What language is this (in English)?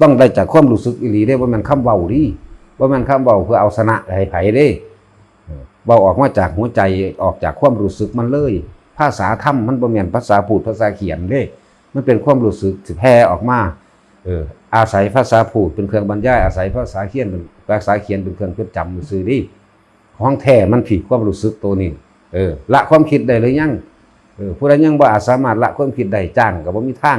Northeastern Thai